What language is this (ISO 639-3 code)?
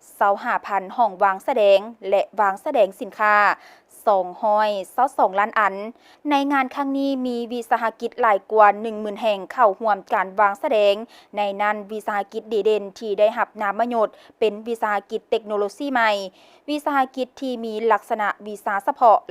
lao